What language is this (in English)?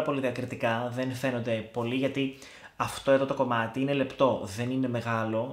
Greek